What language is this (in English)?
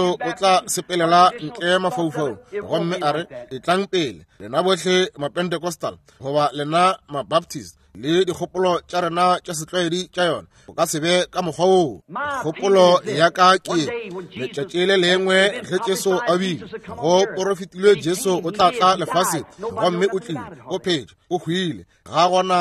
Northern Sotho